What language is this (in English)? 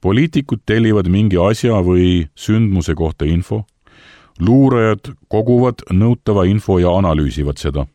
Estonian